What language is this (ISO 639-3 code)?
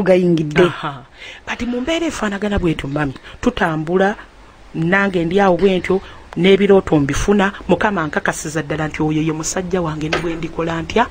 lug